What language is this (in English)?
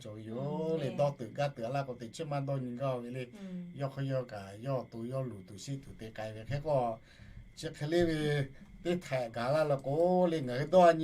Lahu